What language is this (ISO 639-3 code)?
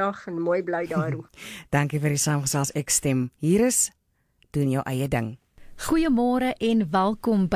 afr